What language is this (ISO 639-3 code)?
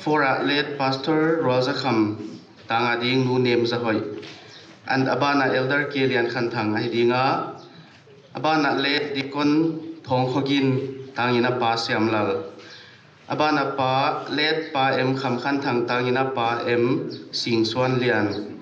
pck